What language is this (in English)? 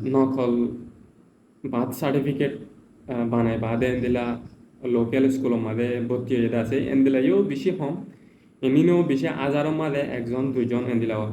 Rohingya